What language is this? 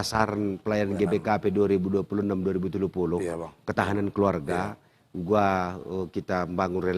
Batak Karo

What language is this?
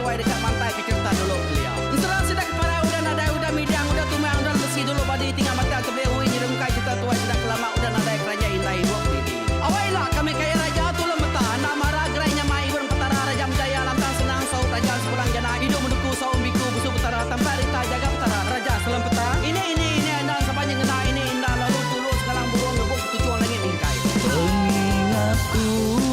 Iban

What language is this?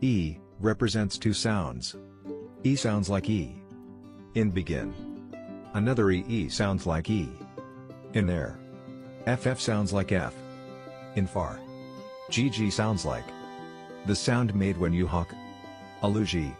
Tswana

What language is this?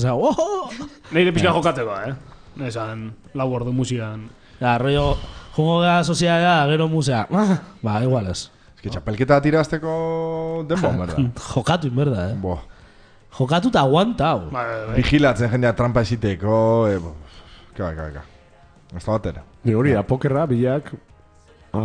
Basque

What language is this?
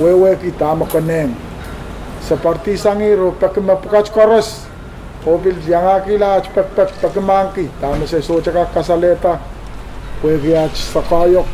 Pohnpeian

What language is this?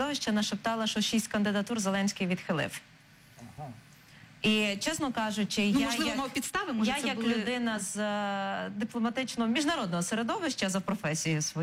Ukrainian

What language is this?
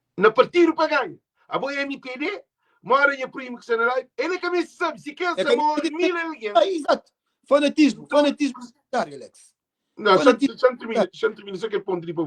Kabuverdianu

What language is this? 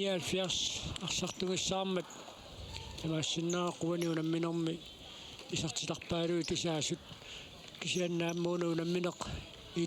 Kalaallisut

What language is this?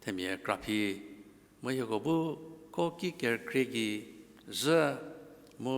Angami Naga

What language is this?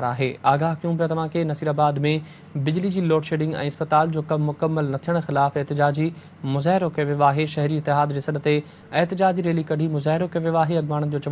Sindhi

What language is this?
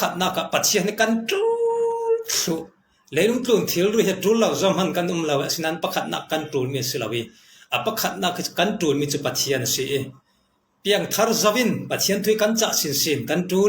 Falam Chin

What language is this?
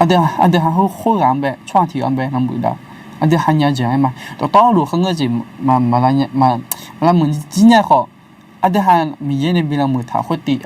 Akha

